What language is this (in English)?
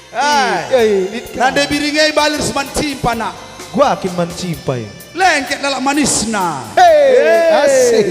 Batak Karo